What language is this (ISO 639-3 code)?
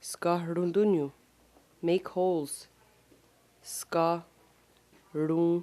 moh